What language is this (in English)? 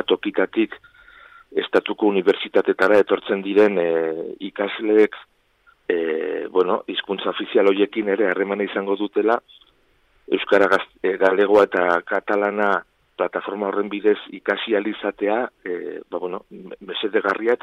Basque